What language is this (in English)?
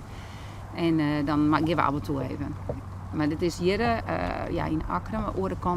Western Frisian